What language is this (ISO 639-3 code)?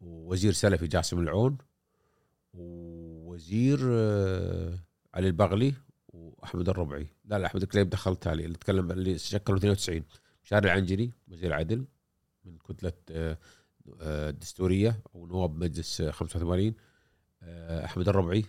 afb